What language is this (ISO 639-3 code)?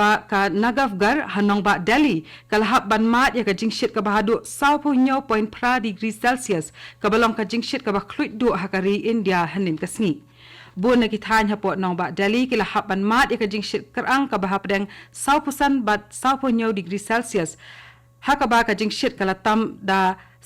kha